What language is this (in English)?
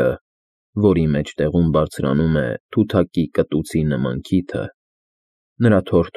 Armenian